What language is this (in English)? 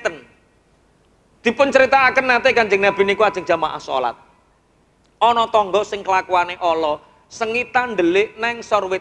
Javanese